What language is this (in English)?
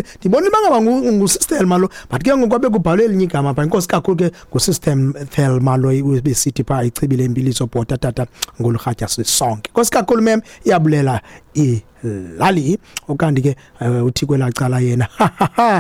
Xhosa